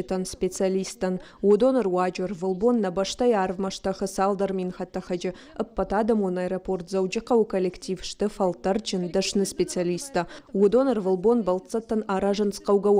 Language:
Ossetic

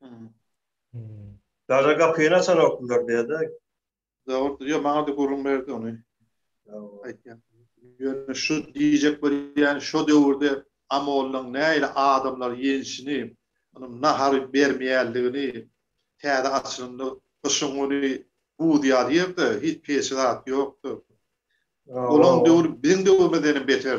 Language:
Turkmen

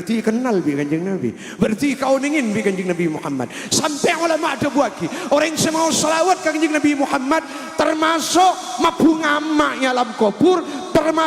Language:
Madurese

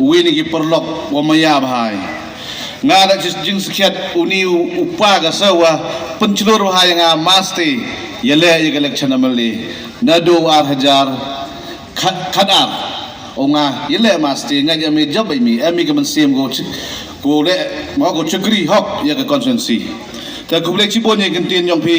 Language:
Khasi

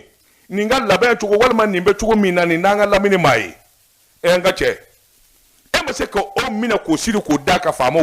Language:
Bambara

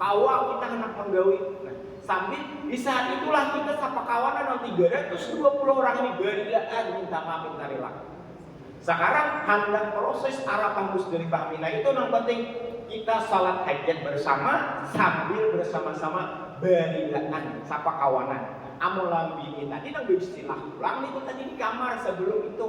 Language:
Banjar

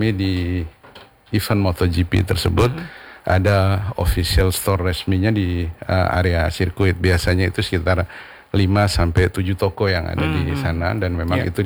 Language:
Indonesian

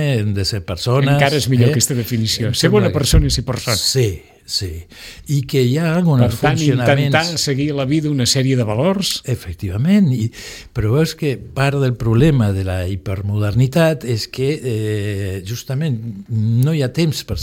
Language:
Catalan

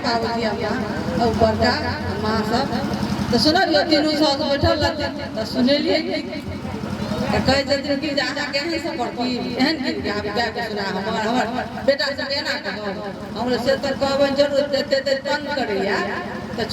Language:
Maithili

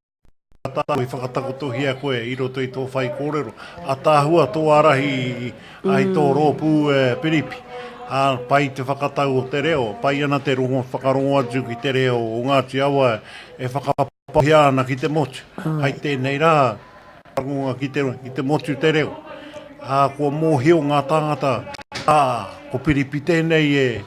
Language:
Māori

